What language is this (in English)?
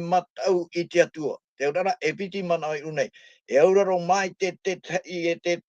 Tahitian